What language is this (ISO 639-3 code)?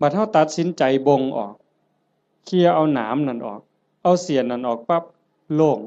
tts